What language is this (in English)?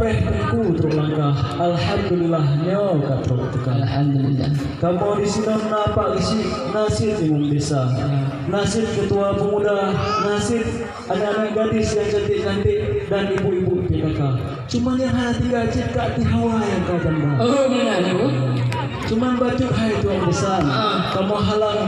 Achinese